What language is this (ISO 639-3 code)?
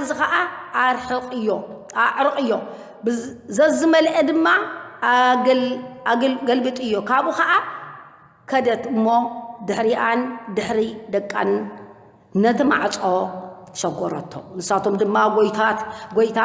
tir